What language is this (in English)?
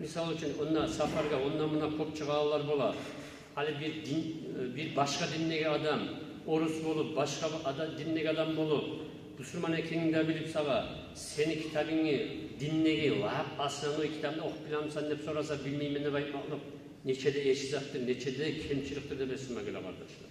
Kumyk